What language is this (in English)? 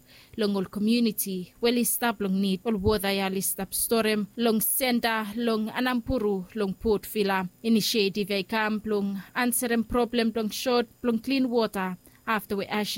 Bislama